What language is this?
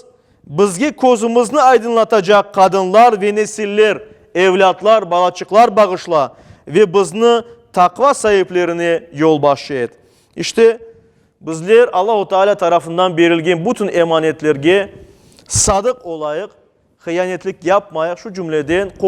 Crimean Tatar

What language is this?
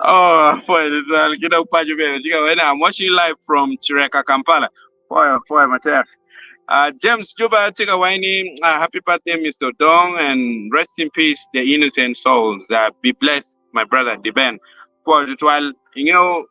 Acoli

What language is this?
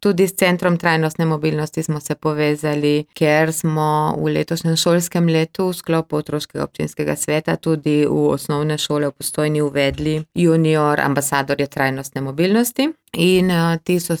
Slovenian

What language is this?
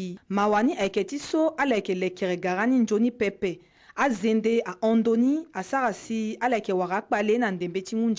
Sango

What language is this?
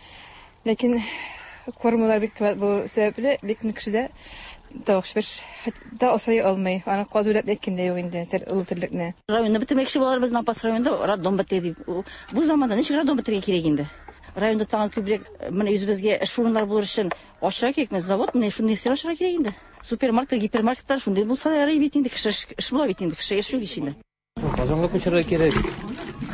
Tatar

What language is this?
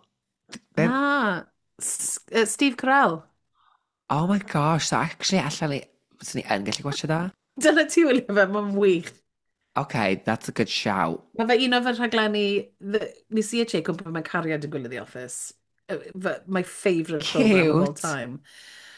Welsh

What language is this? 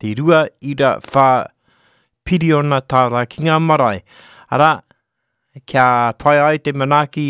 Māori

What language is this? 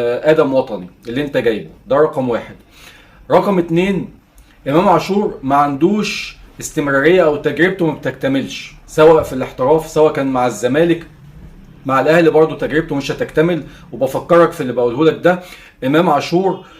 Egyptian Arabic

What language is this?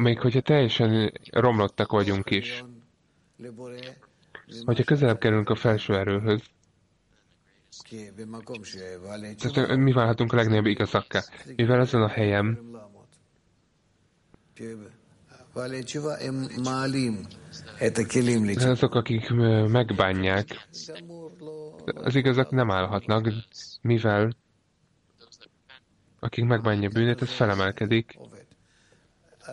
Hungarian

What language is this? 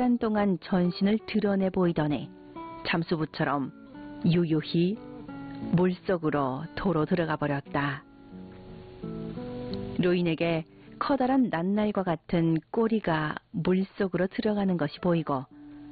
Korean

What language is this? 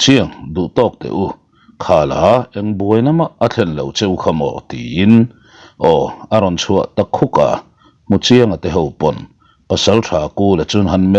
Mizo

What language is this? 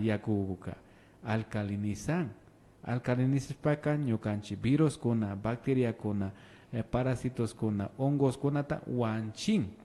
Imbabura Highland Quichua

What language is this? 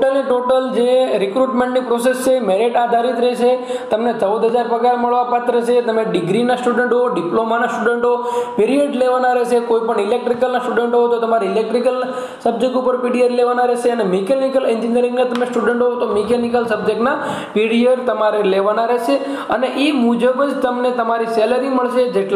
Gujarati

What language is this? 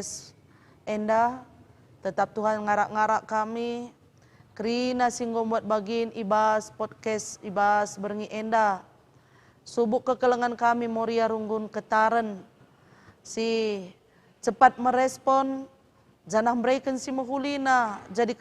Batak Karo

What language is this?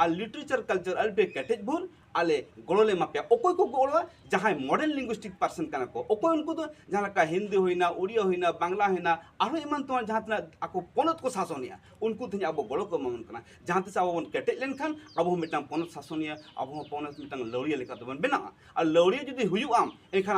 Santali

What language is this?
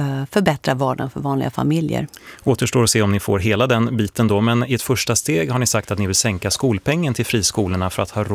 Swedish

